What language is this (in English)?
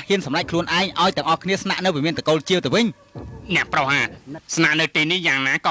Khmer